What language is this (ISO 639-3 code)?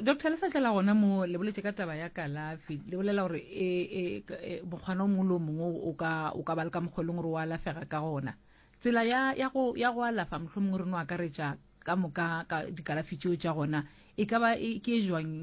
nso